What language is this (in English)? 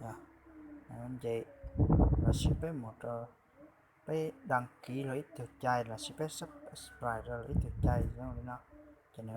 Hmong